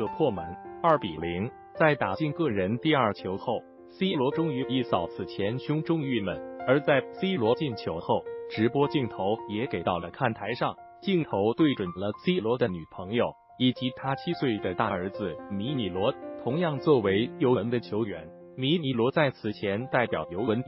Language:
Chinese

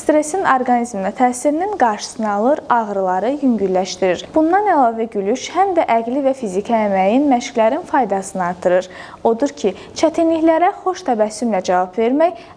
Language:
Azerbaijani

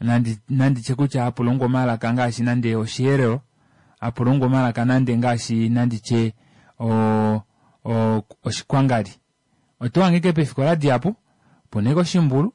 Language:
Kuanyama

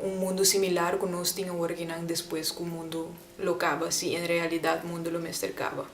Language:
Papiamento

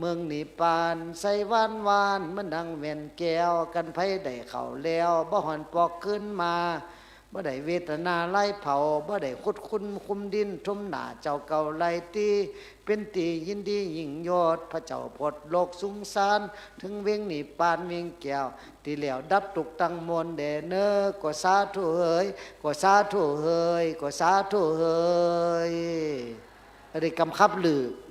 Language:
Shan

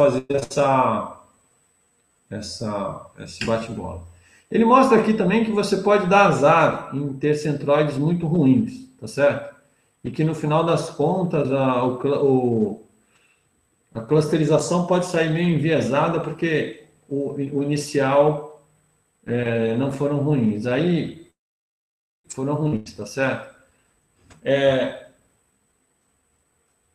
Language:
Portuguese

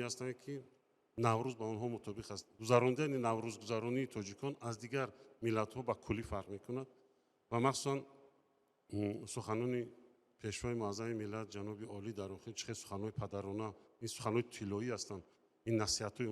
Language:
Tajik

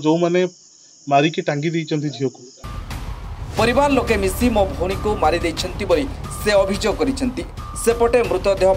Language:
Odia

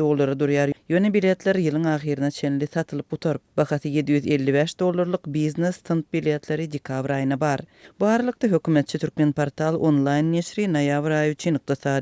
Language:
Turkmen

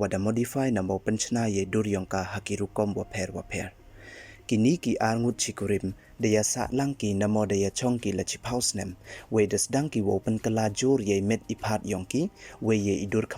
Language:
Pnar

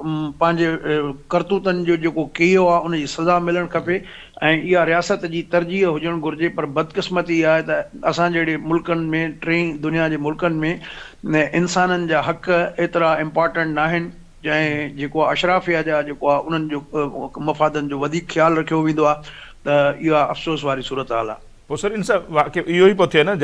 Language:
Sindhi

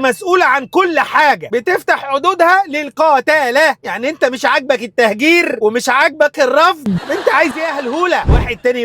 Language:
Egyptian Arabic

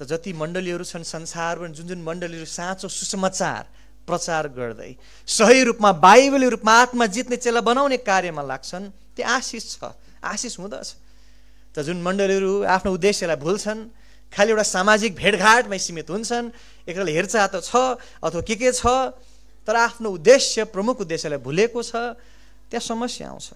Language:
Nepali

